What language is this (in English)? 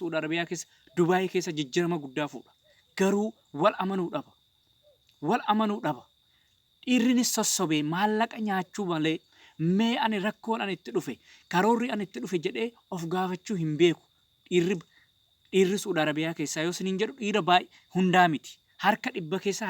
Oromo